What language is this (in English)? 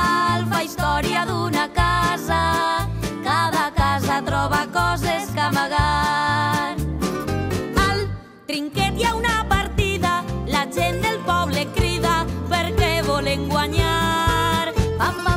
Catalan